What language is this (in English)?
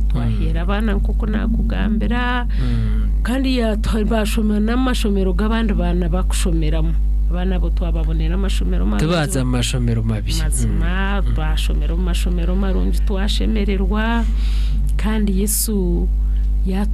Nyankole